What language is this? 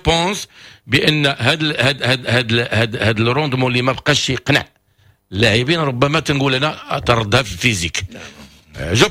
Moroccan Arabic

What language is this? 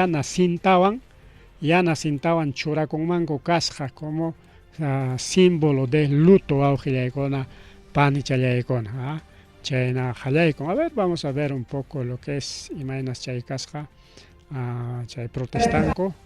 Ayacucho Quechua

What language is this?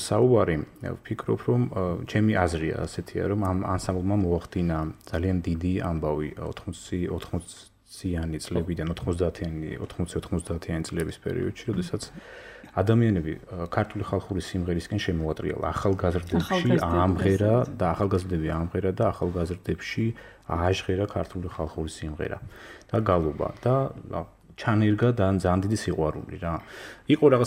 Georgian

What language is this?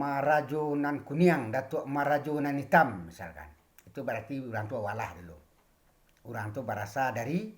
Minangkabau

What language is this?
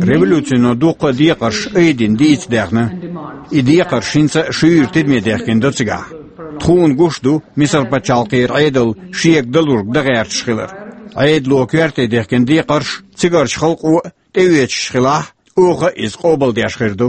Chechen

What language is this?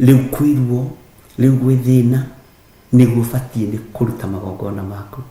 Kikuyu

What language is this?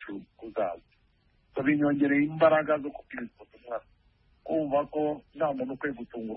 Kinyarwanda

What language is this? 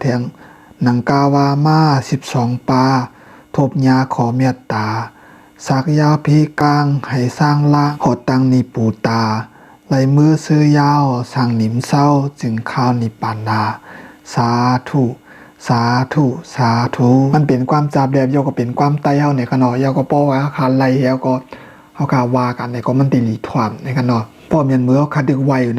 Shan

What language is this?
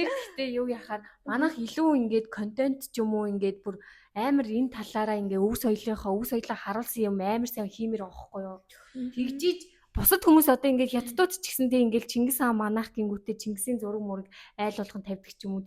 Mongolian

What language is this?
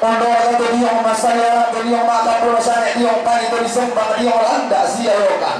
Toraja-Sa'dan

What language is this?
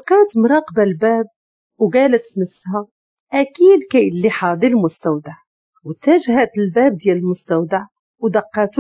Moroccan Arabic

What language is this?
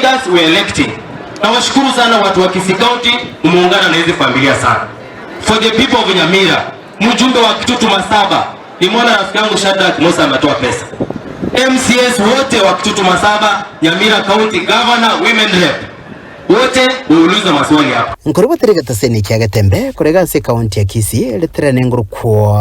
Gusii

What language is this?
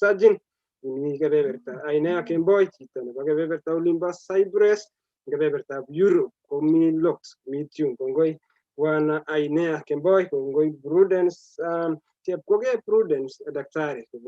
Kalenjin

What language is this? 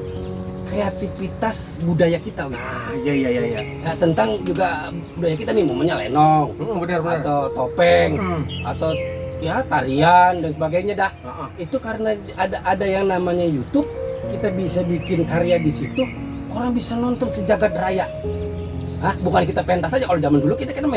Betawi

